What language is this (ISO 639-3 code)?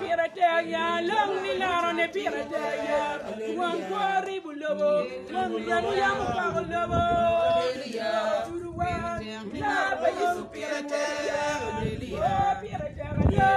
ach